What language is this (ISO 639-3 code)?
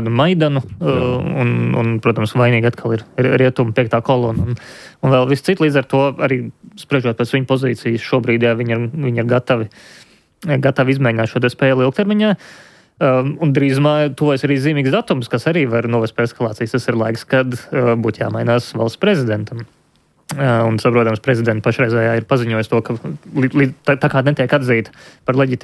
lav